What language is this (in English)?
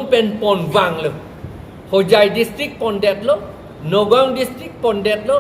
Karbi